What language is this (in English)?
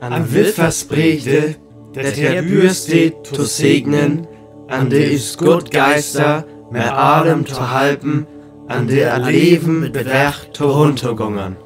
Northern Frisian